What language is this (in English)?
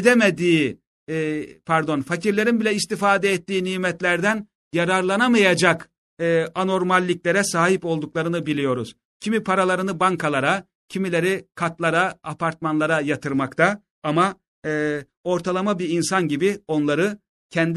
Turkish